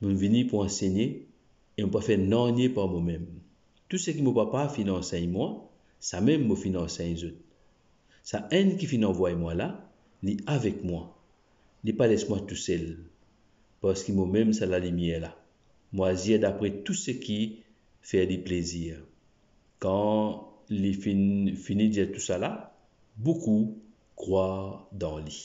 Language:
Morisyen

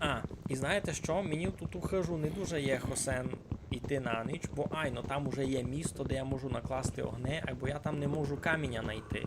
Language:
Rusyn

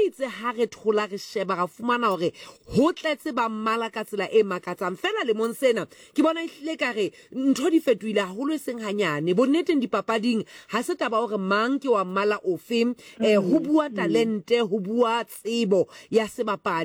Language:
Southern Sotho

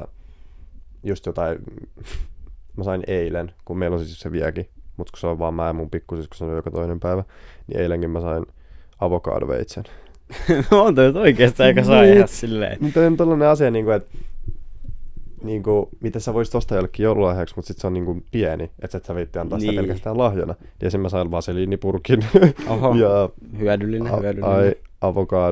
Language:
Finnish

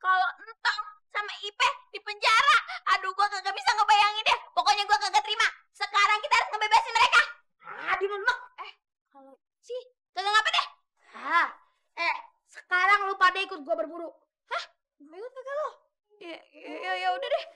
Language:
Betawi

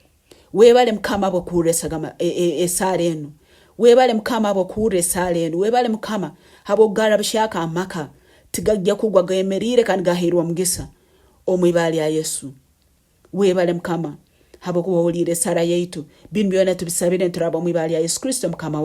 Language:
Nyankole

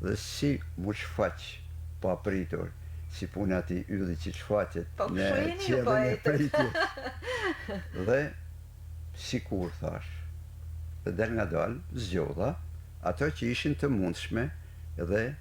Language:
Albanian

